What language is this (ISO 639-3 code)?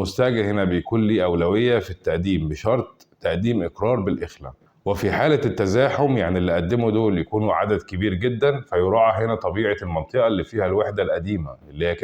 arz